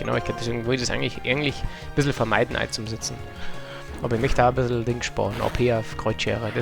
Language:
Bavarian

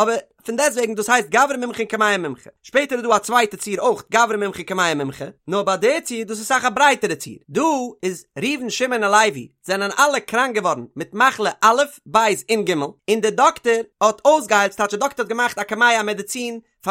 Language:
Yiddish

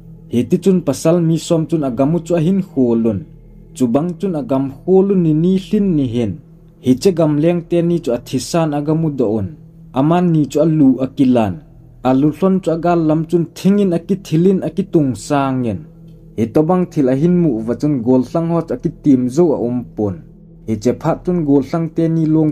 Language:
Thado Chin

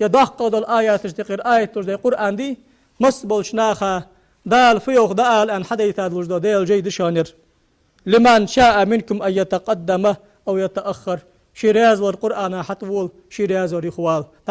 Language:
Ingush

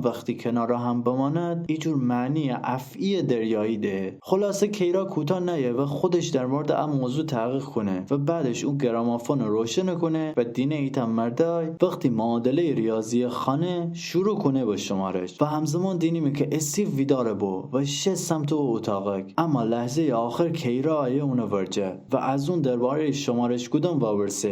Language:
Gilaki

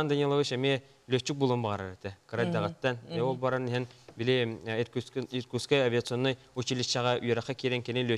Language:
Yakut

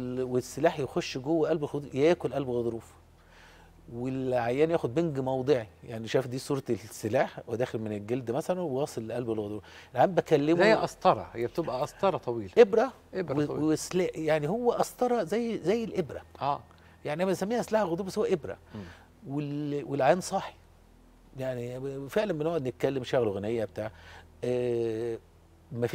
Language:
Egyptian Arabic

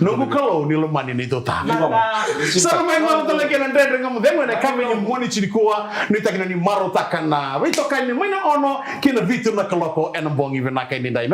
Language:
Fijian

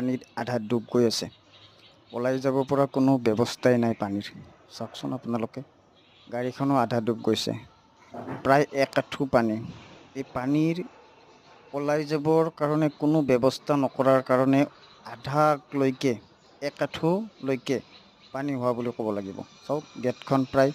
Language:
Assamese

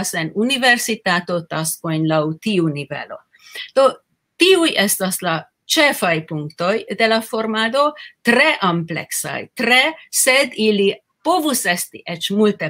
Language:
Esperanto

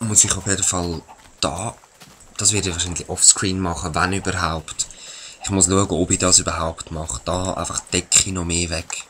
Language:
Swiss German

